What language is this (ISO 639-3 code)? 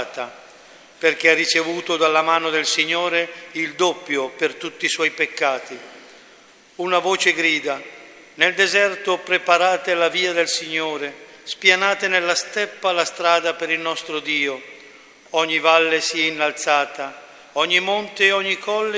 ita